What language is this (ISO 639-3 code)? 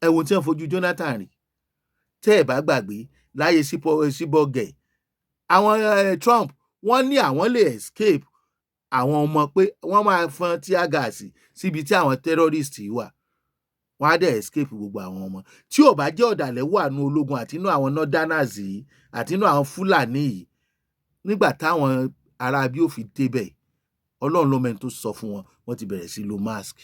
yor